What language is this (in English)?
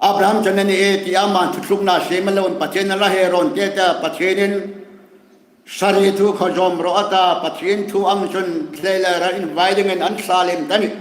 Hmar